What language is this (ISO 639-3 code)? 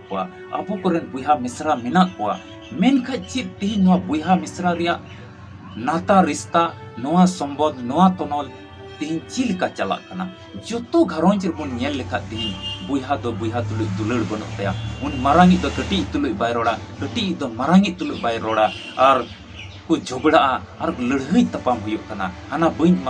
sat